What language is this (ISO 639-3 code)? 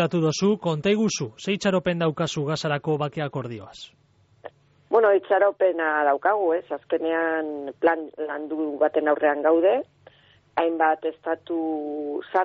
eus